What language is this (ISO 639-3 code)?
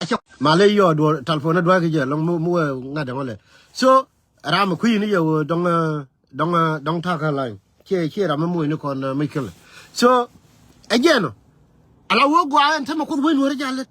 nus